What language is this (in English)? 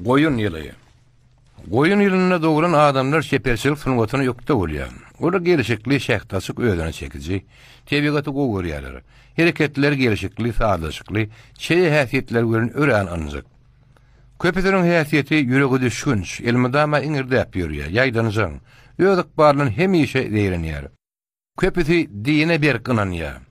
Turkmen